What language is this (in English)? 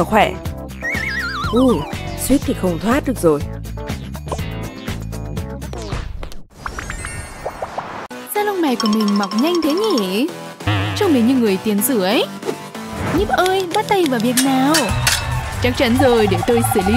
Vietnamese